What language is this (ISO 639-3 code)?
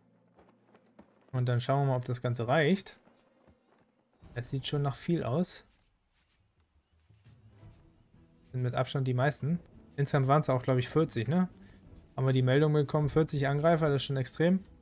deu